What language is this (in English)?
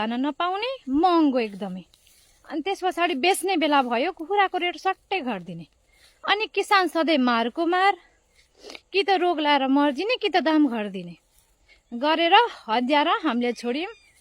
Nepali